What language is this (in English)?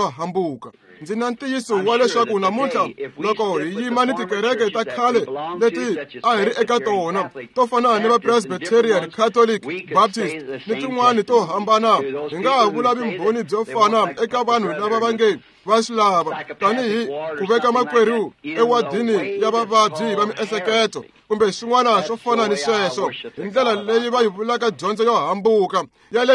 Tsonga